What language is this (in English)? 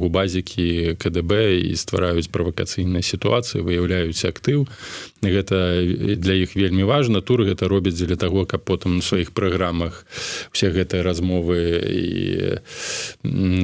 Belarusian